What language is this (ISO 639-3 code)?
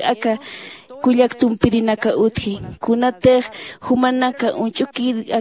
aym